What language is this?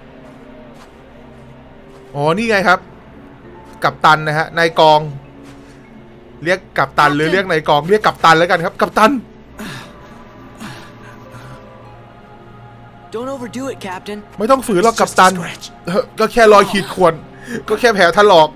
Thai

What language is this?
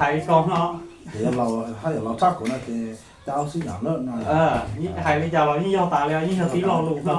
Hmong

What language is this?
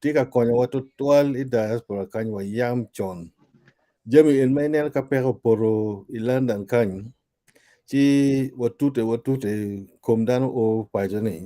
Acoli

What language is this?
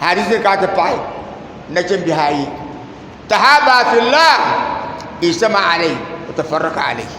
Dagbani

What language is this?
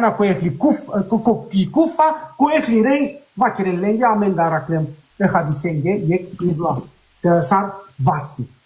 Balkan Romani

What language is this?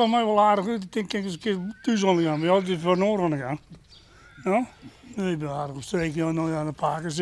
Western Frisian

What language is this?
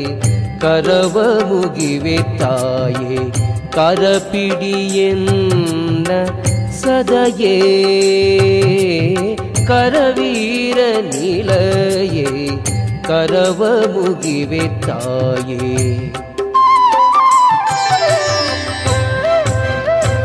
Kannada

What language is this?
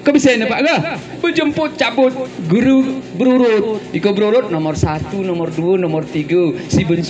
Gayo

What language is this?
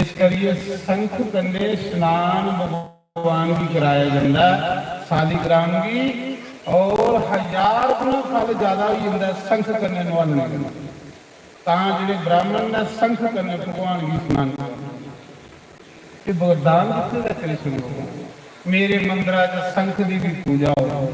Dogri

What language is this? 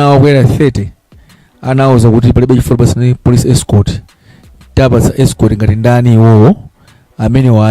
Nyanja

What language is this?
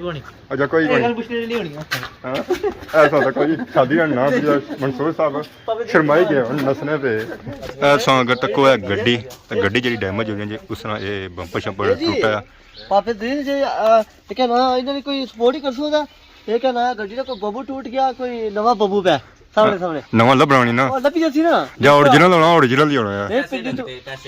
Pahari-Potwari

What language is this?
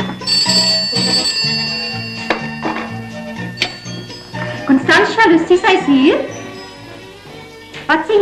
Afrikaans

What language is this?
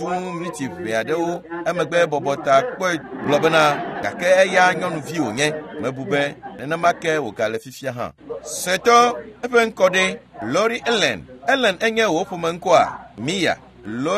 Ewe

